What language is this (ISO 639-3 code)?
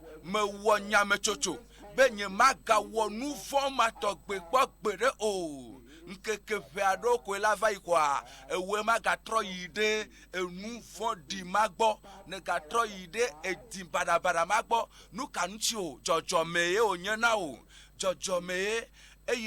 ewe